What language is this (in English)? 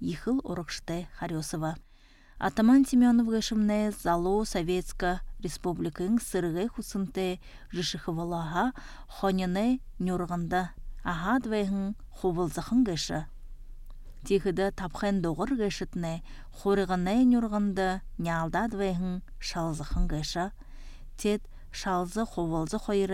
Buriat